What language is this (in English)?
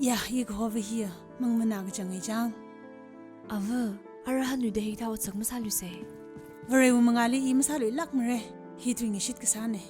Tangkhul Naga (India)